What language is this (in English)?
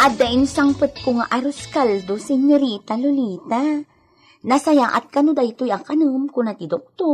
Iloko